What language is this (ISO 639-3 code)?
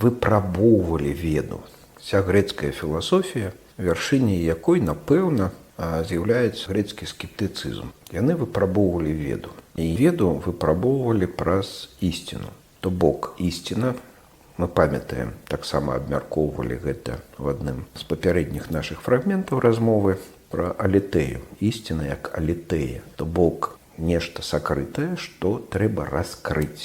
bel